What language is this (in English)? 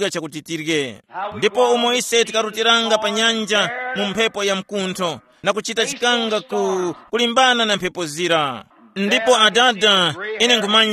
Tumbuka